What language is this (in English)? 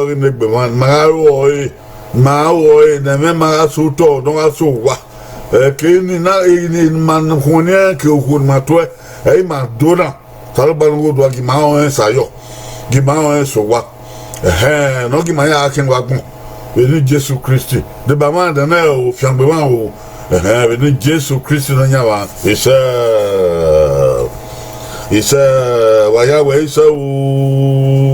Bini